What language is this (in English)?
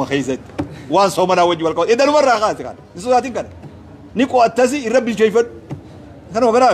Oromo